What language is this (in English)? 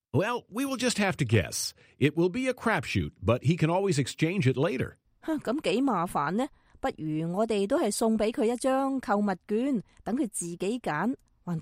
Cantonese